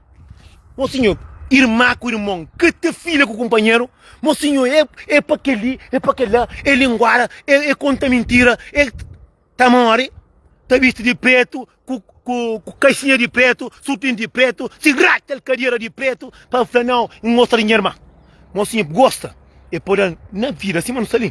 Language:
Kabuverdianu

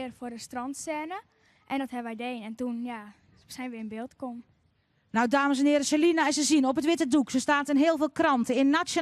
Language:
Western Frisian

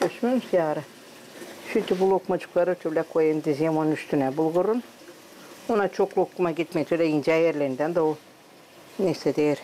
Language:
Gagauz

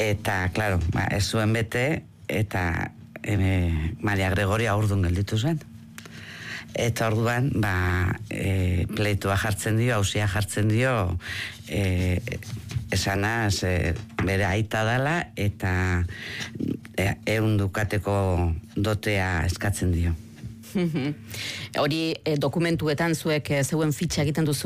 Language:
Basque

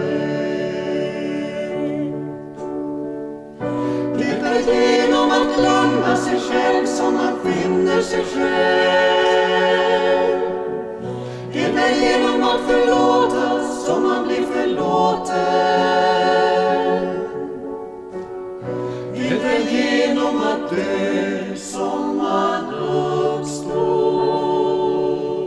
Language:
Swedish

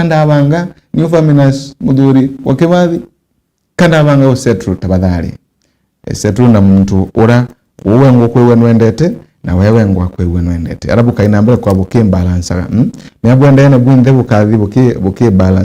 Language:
Meru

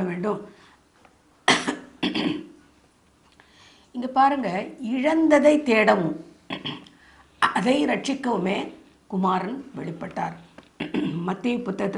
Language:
Tamil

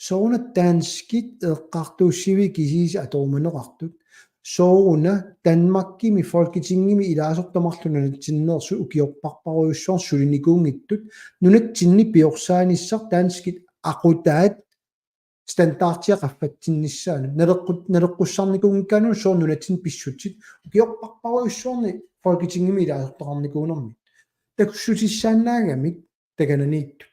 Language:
Kalaallisut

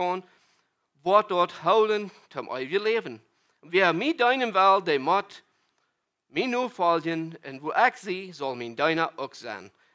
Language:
Plautdietsch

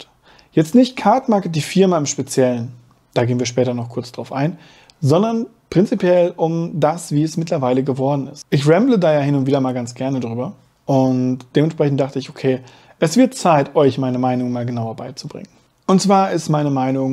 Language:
German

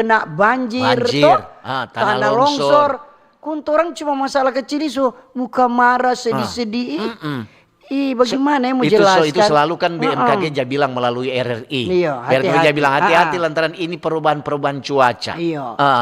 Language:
Manado Malay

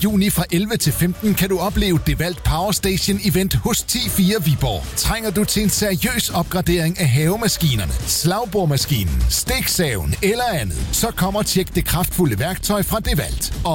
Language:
Danish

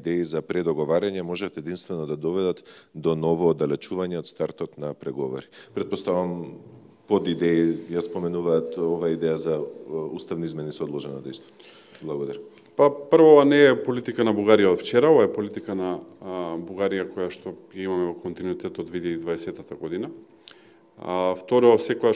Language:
Macedonian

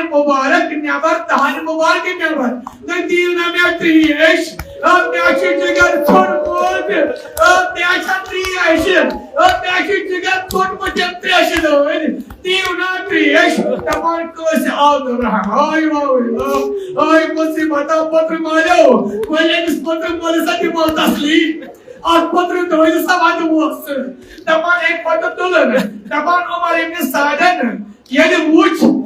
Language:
Kashmiri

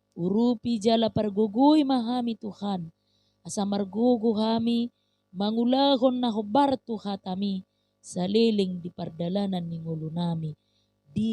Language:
Batak Toba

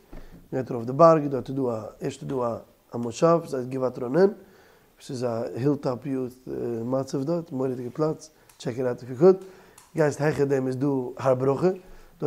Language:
Yiddish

